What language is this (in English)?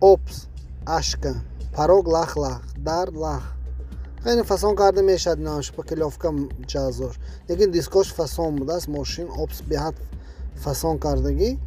Tajik